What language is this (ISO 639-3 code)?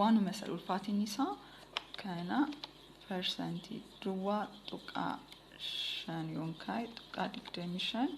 orm